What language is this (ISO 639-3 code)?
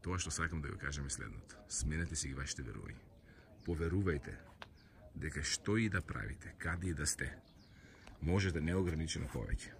mkd